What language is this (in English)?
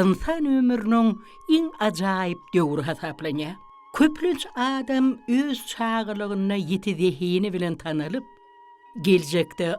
Turkmen